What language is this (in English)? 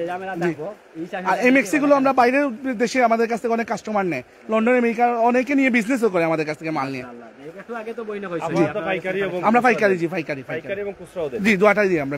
Sylheti